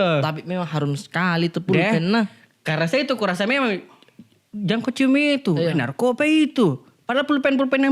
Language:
Makassar Malay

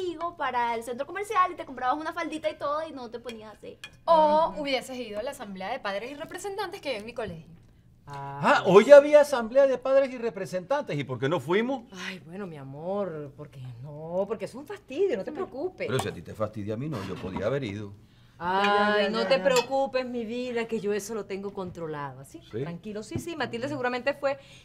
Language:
Spanish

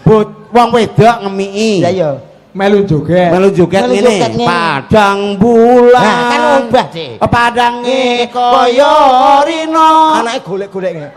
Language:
Javanese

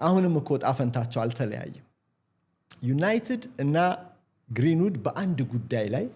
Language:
Amharic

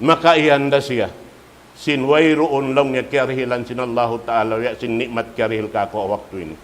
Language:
Tausug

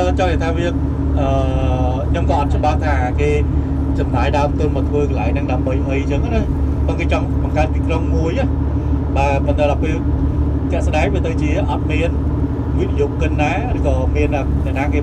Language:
Khmer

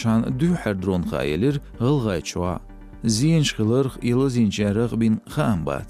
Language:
Chechen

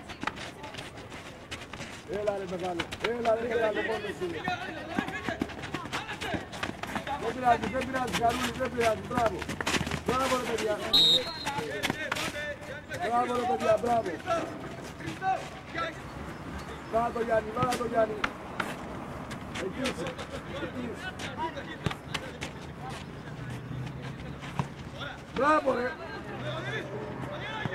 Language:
Greek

